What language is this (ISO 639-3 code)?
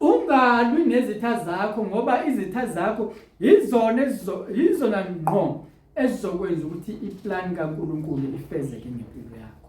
zul